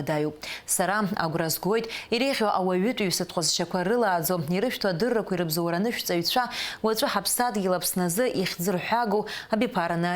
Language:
Abkhazian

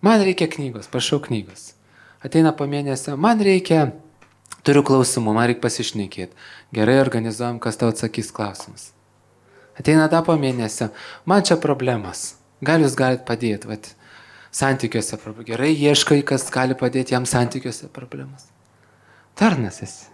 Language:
Lithuanian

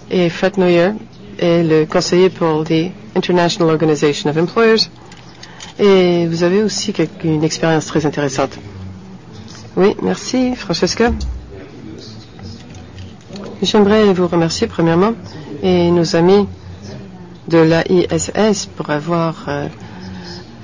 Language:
French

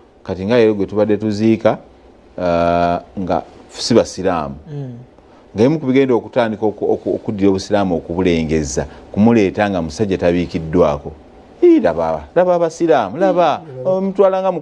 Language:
Ganda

